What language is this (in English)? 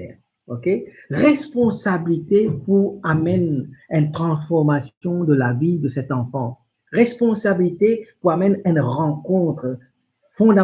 Morisyen